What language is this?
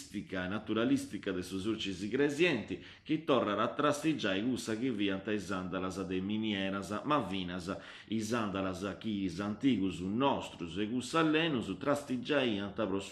Sardinian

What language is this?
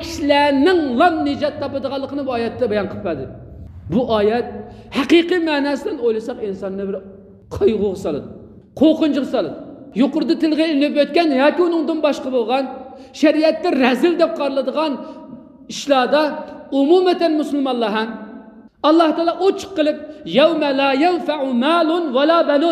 Uyghur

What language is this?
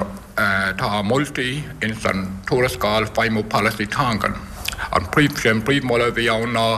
Irish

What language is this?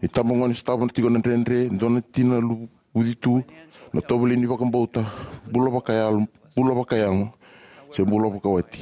Fijian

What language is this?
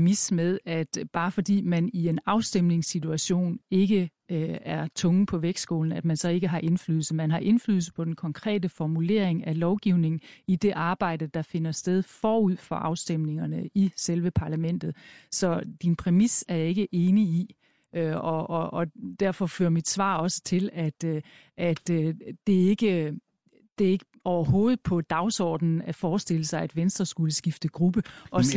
Danish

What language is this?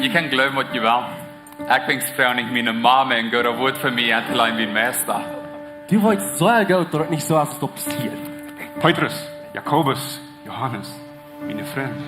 Plautdietsch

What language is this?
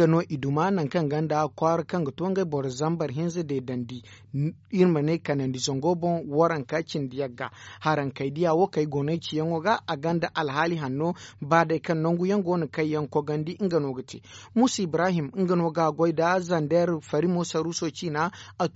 Zarma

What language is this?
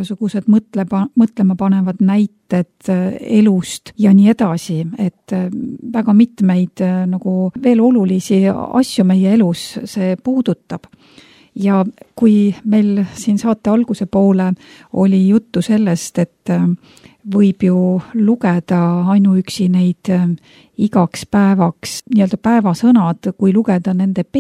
Estonian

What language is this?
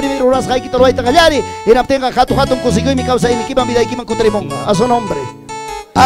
Ayacucho Quechua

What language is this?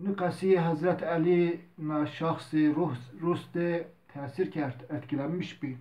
Zaza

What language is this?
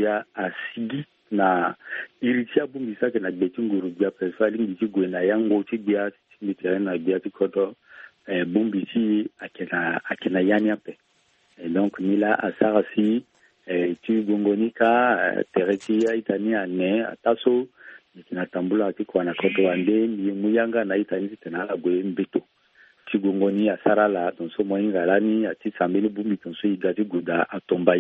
Sango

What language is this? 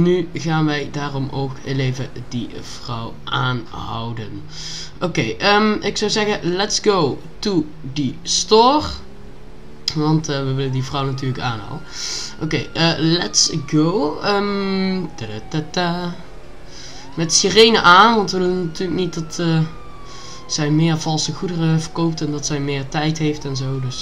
Dutch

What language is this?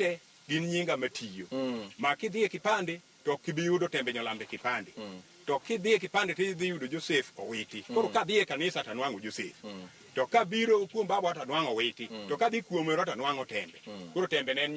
Luo (Kenya and Tanzania)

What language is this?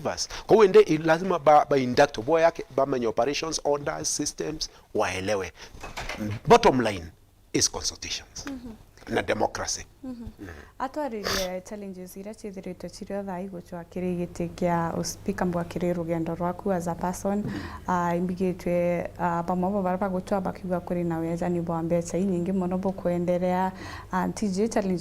Meru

